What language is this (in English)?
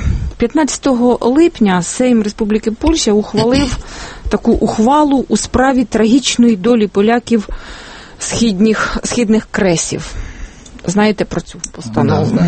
Ukrainian